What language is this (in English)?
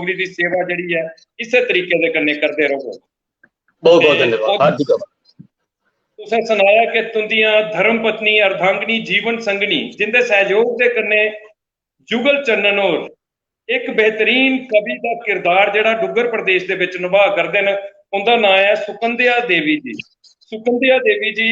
Dogri